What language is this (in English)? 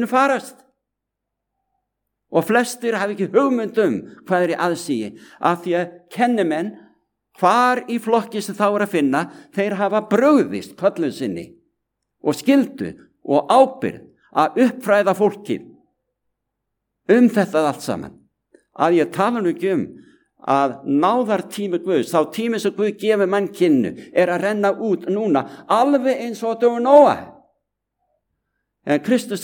Icelandic